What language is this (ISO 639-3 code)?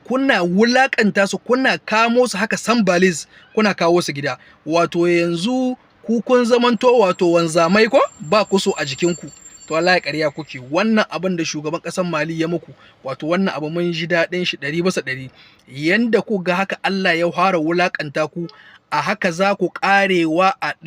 hau